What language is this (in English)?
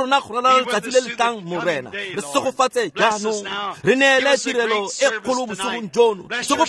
Tswana